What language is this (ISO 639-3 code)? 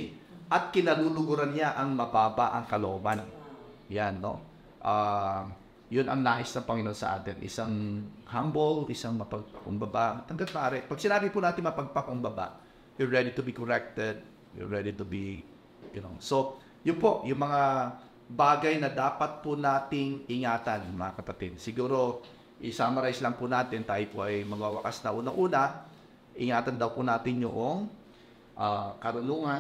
fil